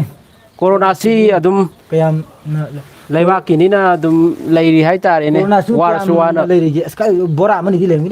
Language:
Manipuri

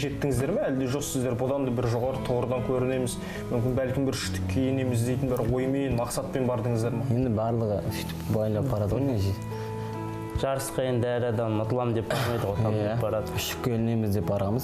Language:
Kazakh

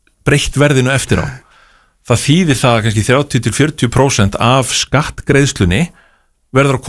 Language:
Icelandic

